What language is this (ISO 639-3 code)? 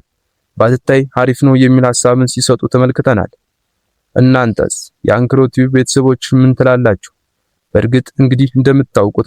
amh